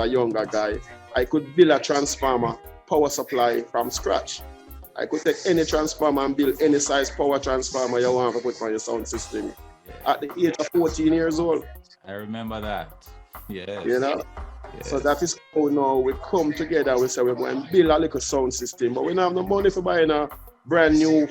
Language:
Jamaican Creole English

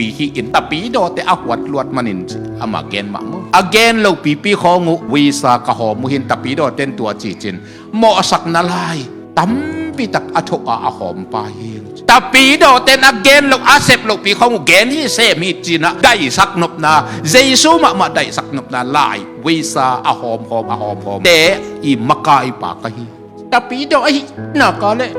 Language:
Tedim Chin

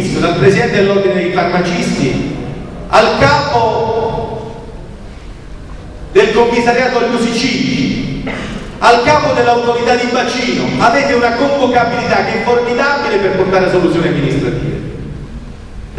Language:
Italian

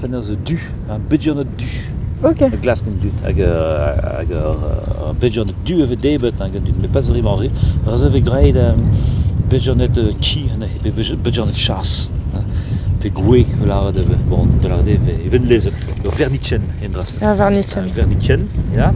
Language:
Breton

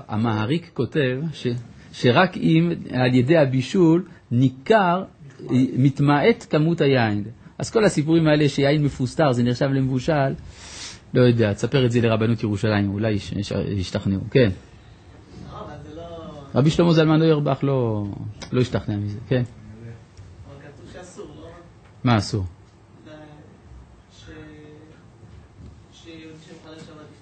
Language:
Hebrew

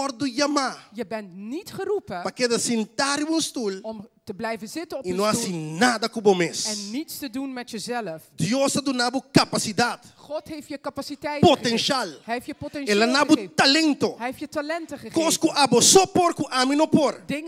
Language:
Papiamento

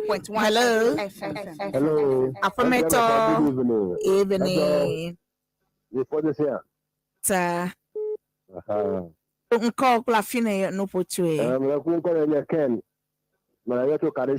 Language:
Ewe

